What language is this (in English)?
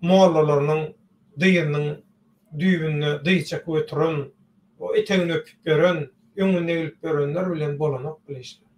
Turkmen